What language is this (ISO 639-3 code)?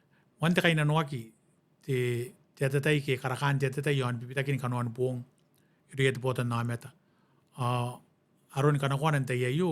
gil